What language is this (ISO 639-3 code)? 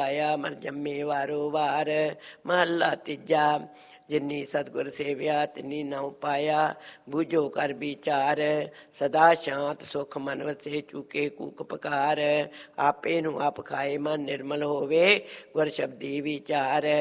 pan